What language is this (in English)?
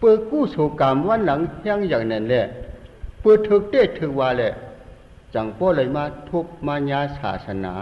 Shan